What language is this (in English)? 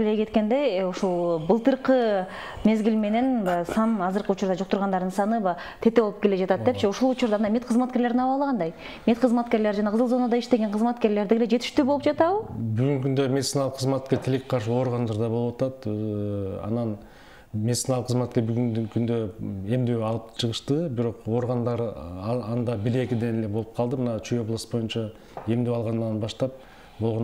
Kyrgyz